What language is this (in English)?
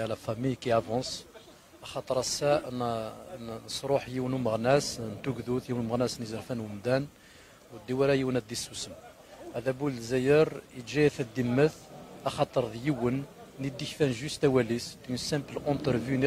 Kabyle